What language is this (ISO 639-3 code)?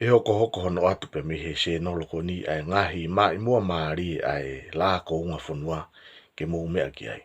ton